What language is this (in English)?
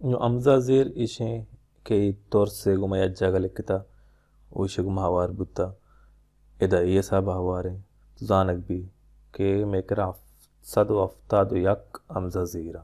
Baluchi